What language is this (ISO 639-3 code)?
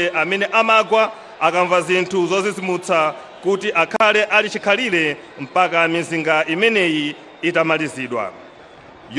nya